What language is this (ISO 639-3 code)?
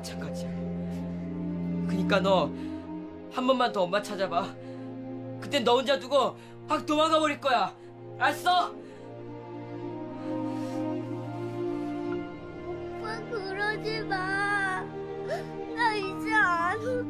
kor